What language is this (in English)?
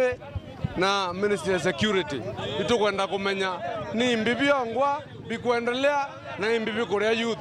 Meru